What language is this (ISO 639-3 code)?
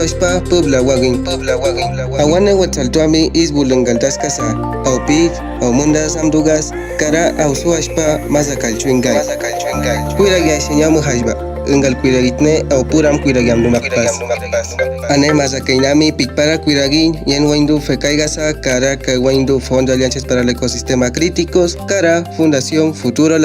kwi